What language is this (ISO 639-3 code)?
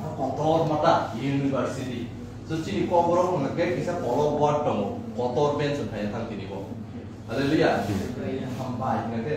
trp